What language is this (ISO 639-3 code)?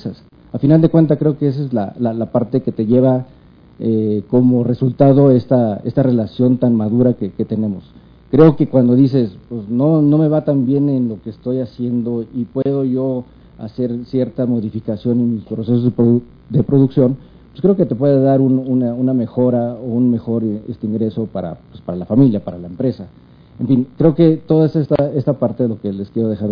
spa